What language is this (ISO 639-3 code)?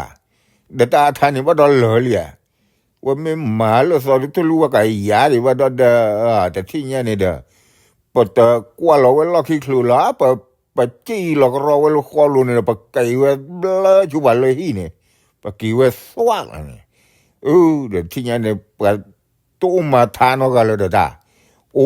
ksw